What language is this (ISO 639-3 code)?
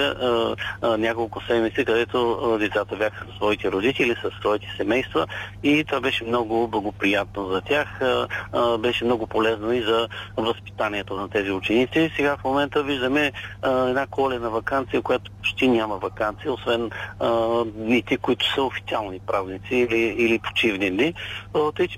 bul